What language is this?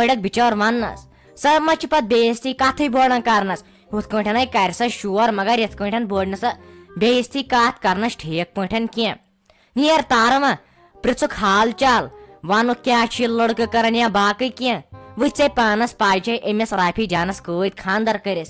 Kashmiri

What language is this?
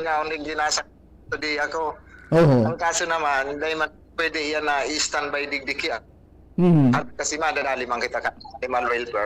Bikol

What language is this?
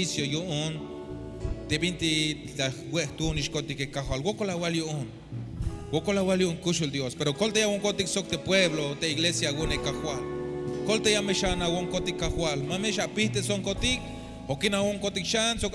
Tzeltal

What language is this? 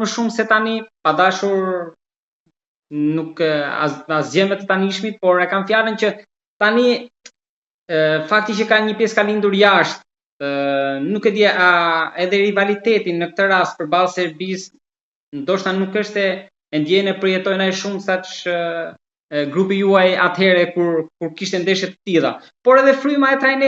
Albanian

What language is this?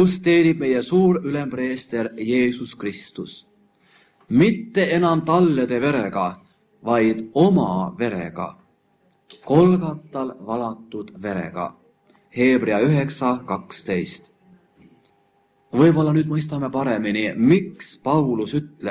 Estonian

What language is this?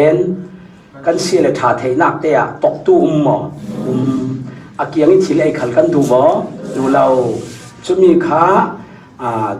Falam Chin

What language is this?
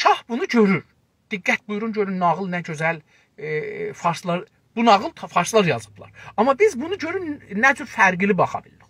South Azerbaijani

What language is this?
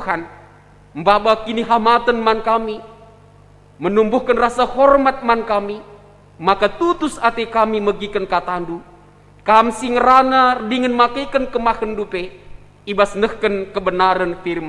Batak Karo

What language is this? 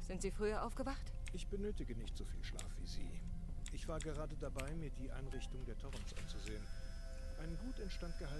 Bavarian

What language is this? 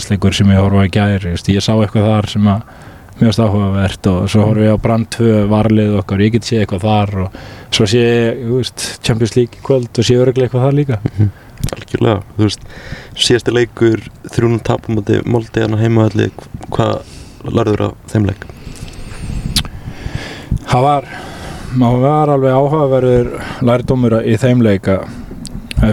Icelandic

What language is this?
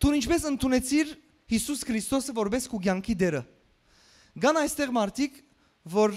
Western Armenian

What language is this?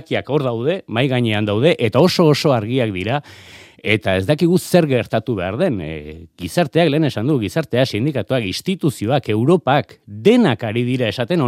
Basque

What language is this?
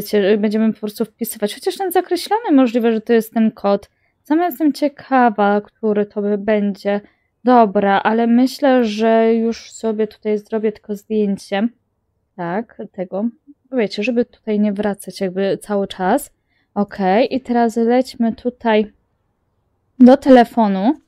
Polish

